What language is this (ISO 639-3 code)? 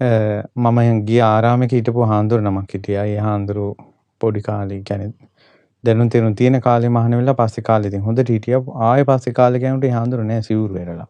sin